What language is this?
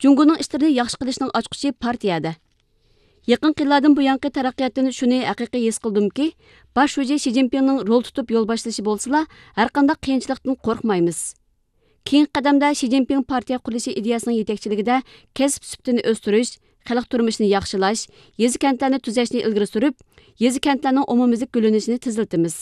Uyghur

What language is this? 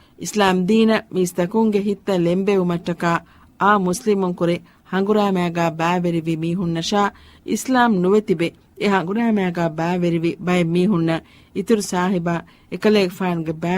Divehi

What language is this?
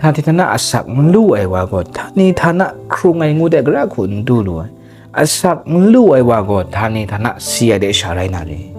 Kachin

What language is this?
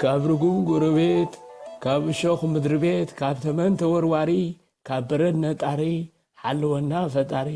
Tigrinya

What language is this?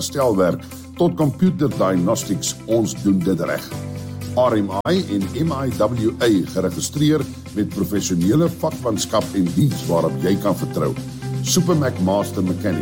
Afrikaans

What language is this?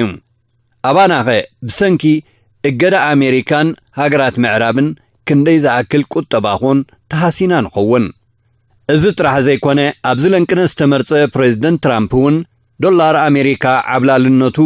Tigrinya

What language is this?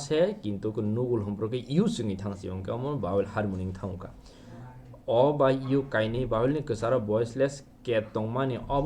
Kok Borok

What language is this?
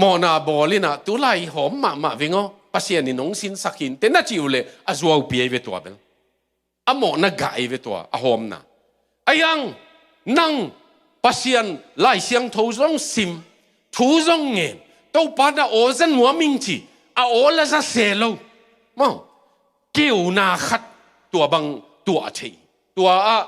Tedim Chin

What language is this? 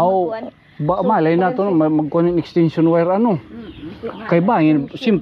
Waray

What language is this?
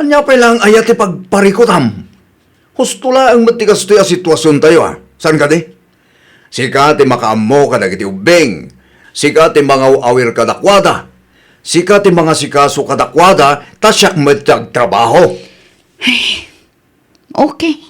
Iloko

